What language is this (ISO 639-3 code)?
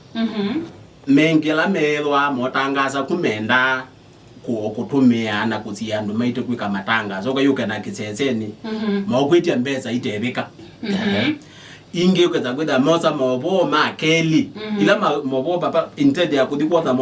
kam